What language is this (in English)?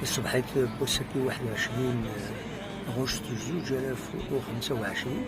Kabyle